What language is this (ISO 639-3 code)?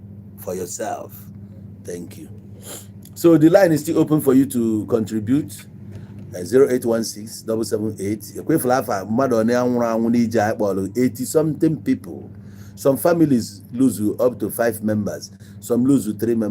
ibo